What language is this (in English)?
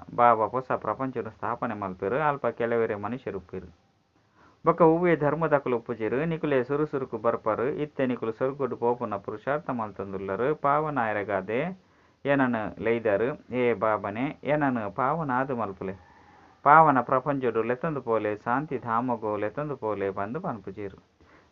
Tulu